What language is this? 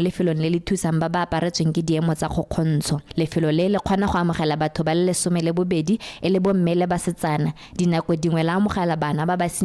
Tswana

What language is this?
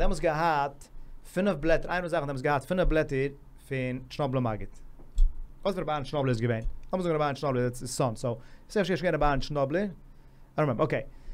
Yiddish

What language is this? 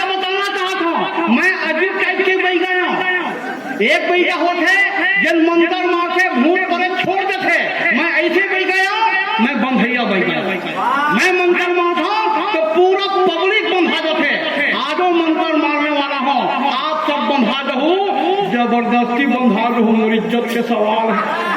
Chhattisgarhi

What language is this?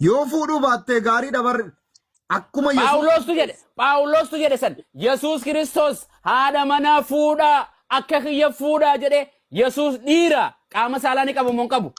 Oromo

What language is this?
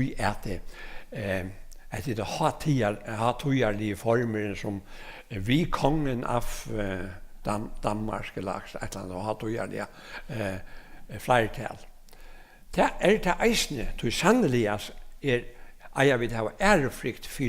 Faroese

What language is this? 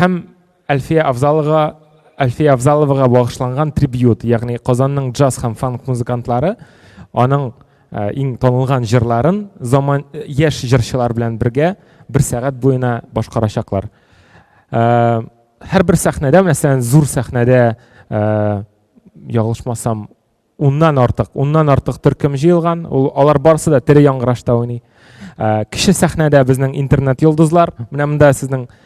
Tatar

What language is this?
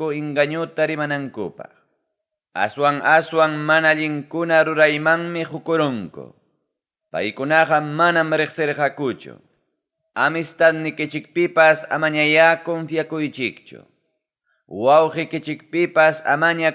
Ayacucho Quechua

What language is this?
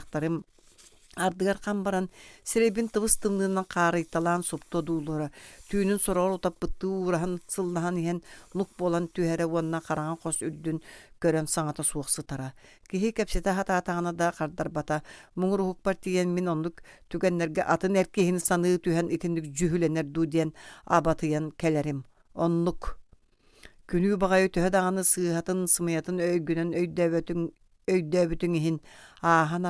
Yakut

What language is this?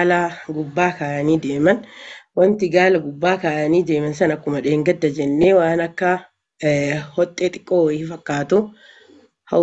Oromo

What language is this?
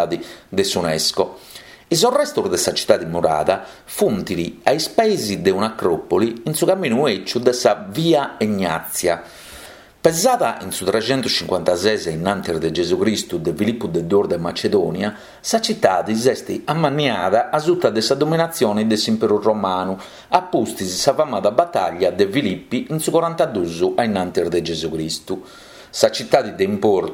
Sardinian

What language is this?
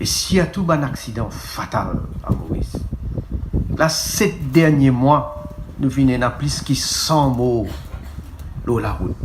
Morisyen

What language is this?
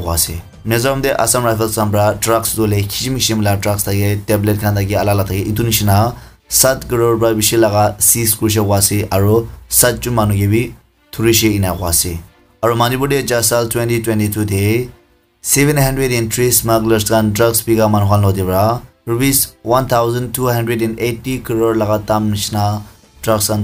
Naga Pidgin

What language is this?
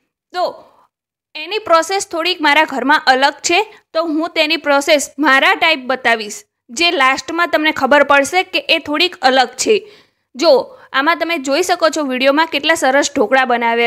Gujarati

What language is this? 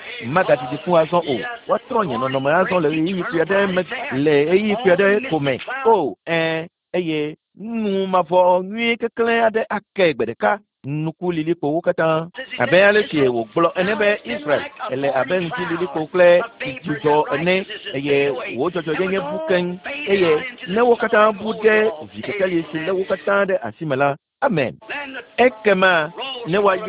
Ewe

